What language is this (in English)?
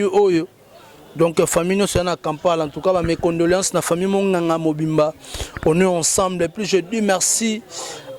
Lingala